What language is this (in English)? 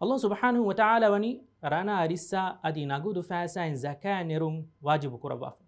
Divehi